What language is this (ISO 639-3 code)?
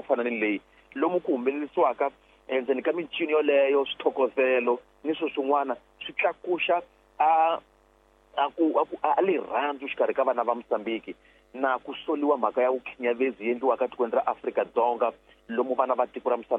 tso